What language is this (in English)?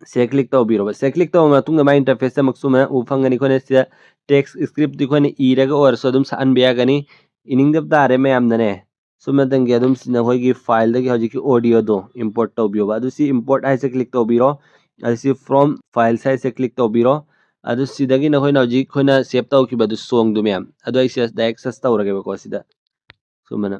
Manipuri